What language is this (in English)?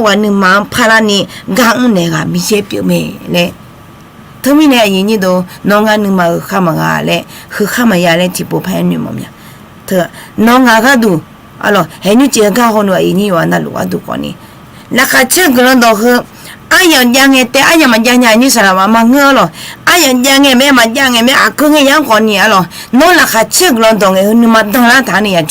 Akha